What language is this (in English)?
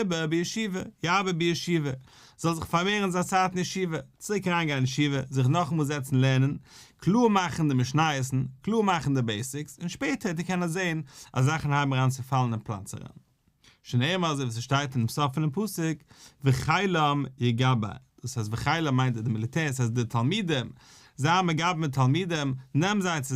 Yiddish